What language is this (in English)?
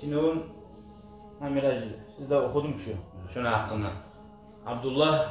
Kumyk